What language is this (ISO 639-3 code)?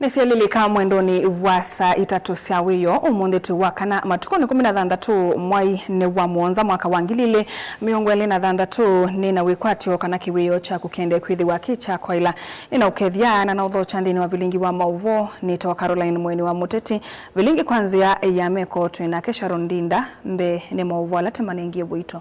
kam